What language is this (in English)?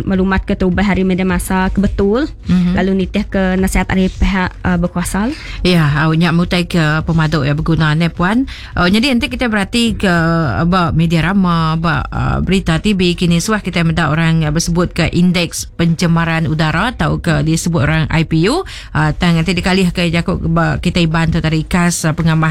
Iban